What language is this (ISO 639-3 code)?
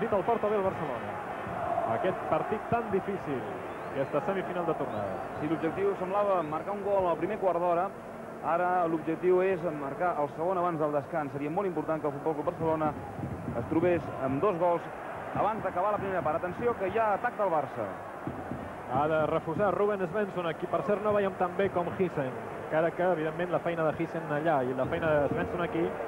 cat